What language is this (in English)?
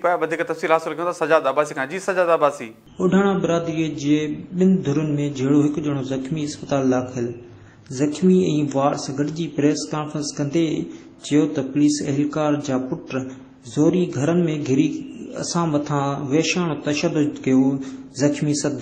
Sindhi